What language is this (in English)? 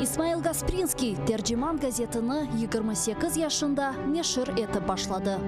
Crimean Tatar